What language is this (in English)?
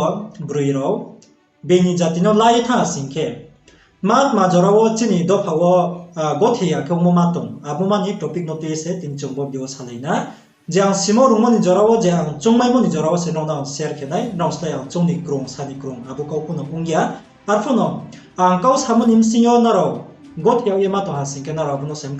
Riang (India)